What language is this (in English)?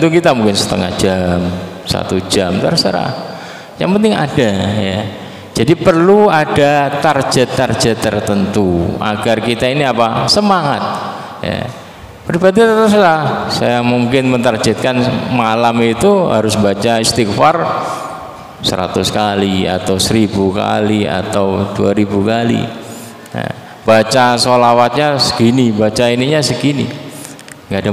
Indonesian